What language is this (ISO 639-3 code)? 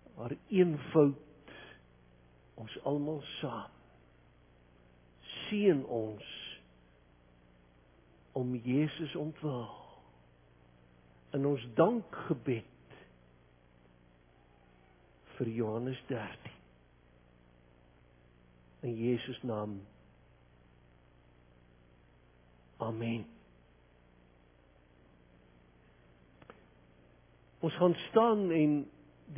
afr